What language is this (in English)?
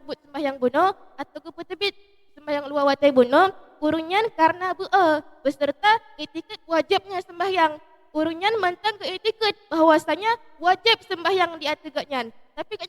Achinese